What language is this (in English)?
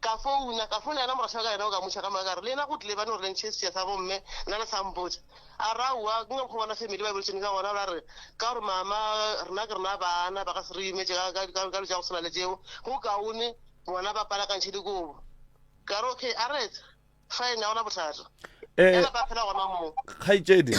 Northern Sotho